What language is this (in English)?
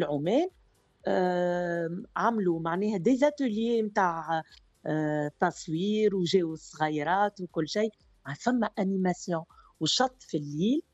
Tunisian Arabic